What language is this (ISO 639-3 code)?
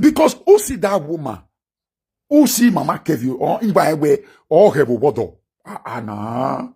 pcm